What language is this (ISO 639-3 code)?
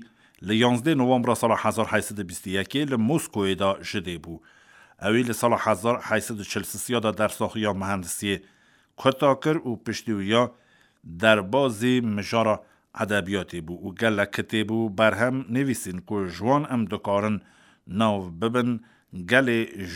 kur